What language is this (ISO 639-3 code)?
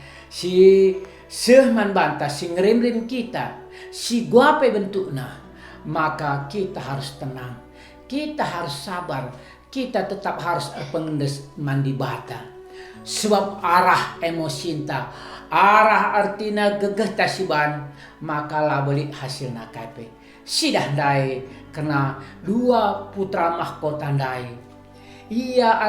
btx